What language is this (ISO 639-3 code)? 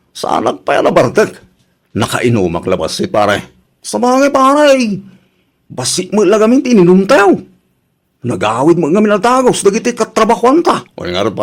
ilo